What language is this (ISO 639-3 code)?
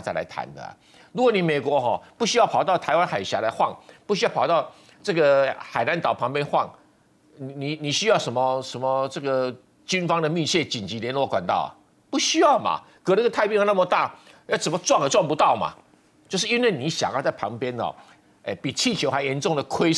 zho